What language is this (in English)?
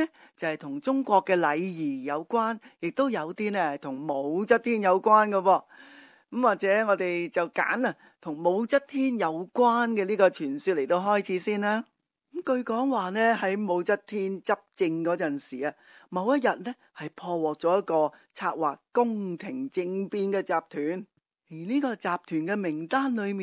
Cantonese